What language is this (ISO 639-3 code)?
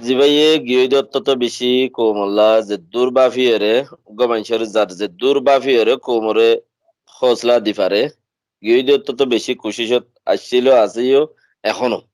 rhg